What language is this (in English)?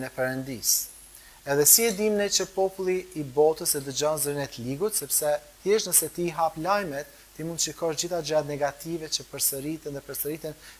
Albanian